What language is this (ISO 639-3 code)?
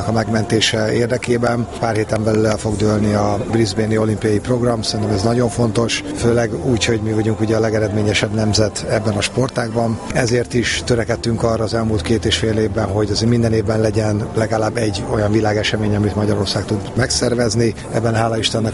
hun